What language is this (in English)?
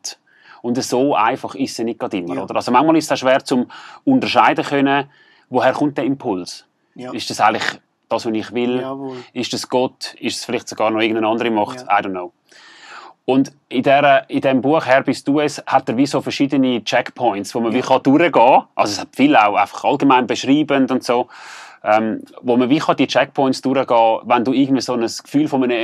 Swiss German